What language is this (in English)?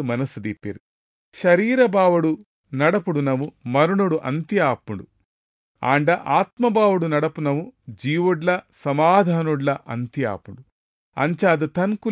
Tulu